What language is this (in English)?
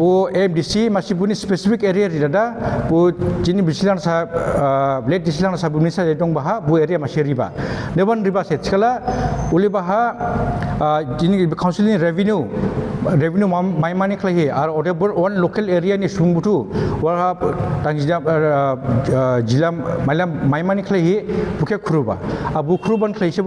Dimasa